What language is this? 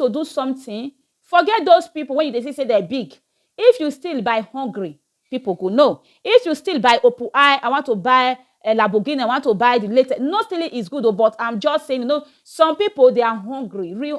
Nigerian Pidgin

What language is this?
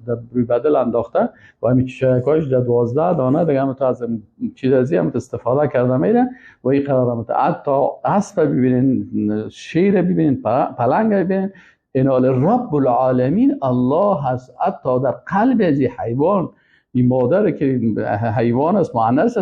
Persian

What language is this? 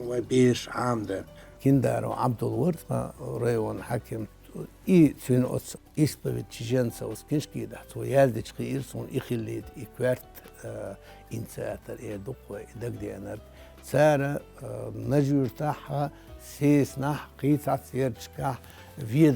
Chechen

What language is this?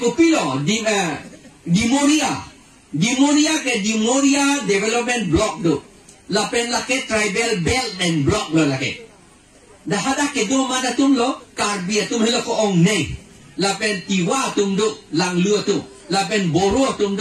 Karbi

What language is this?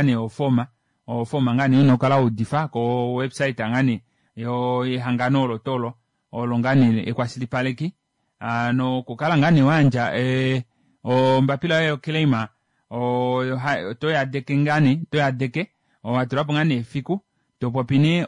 Kuanyama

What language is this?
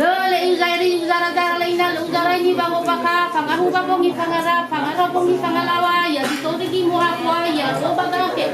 Nias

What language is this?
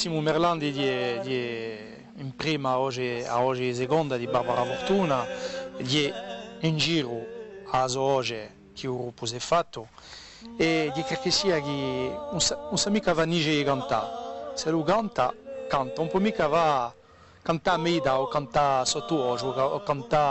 Corsican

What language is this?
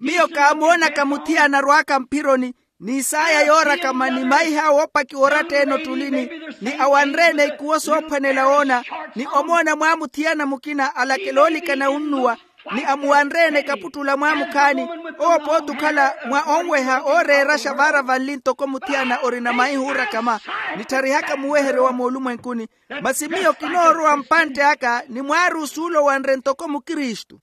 Makhuwa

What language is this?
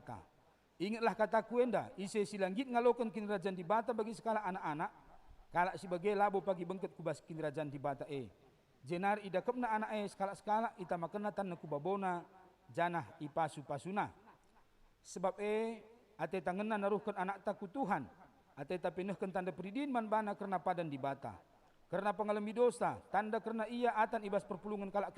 Batak Karo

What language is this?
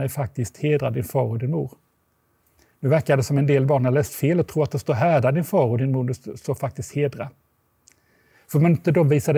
Swedish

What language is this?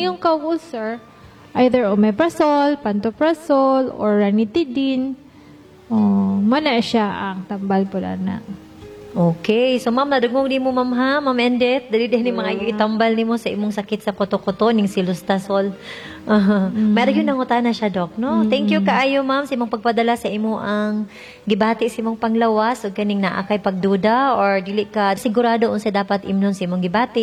Cebuano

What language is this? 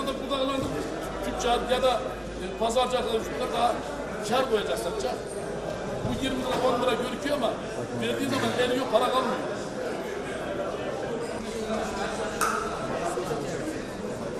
Turkish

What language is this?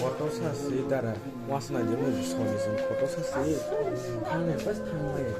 Kok Borok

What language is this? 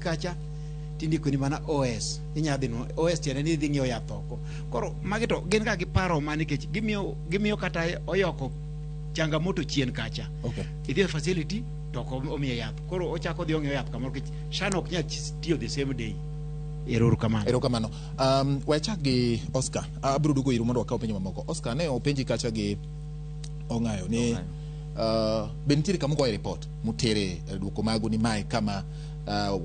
Luo (Kenya and Tanzania)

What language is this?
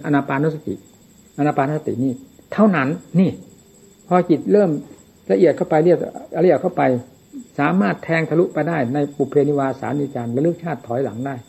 Thai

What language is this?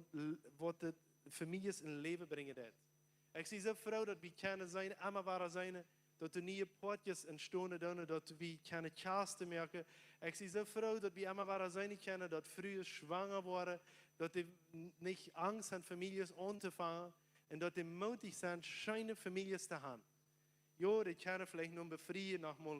Plautdietsch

